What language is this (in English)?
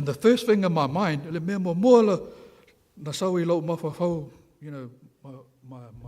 Samoan